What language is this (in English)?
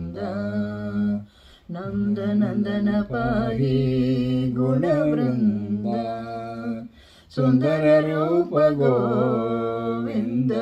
Kannada